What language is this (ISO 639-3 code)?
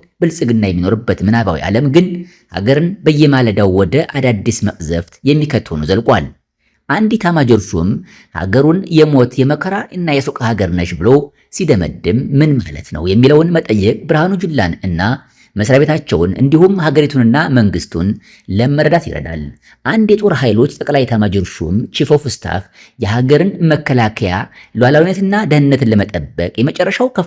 amh